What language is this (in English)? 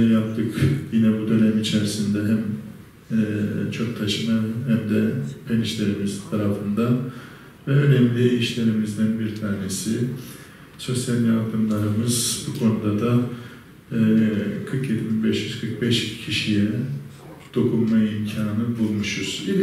Turkish